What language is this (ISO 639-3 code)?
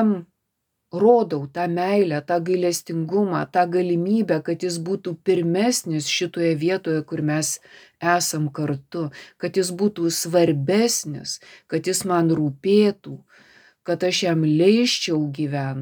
lit